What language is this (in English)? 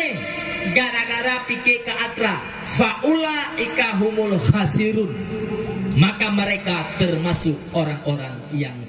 Achinese